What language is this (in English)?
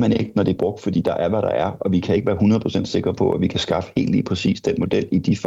Danish